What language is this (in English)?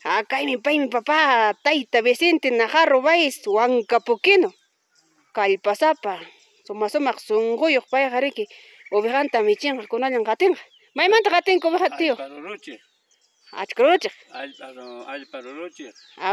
Ayacucho Quechua